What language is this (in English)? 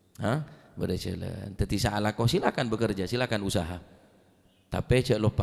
Madurese